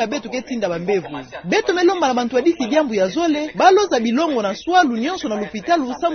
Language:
Kituba (Democratic Republic of Congo)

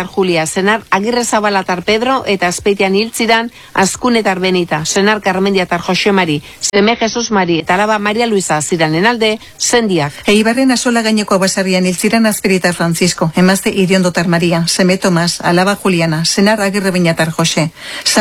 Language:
Basque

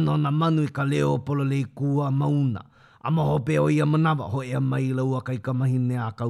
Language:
Hawaiian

